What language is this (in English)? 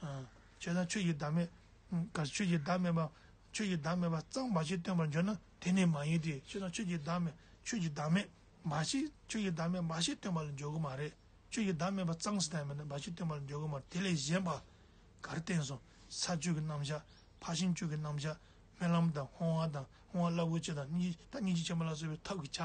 Tibetan